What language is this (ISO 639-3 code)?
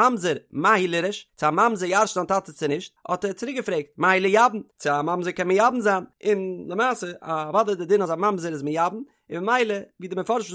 yid